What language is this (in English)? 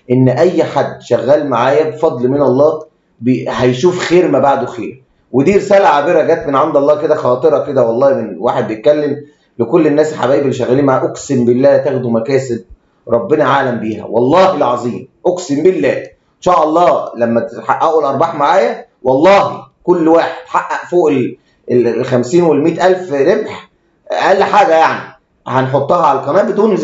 Egyptian Arabic